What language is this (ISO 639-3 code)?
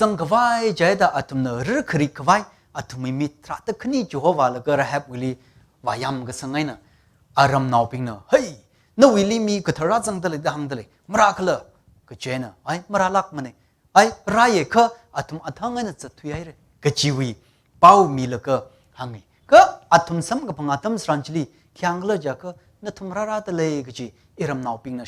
nmf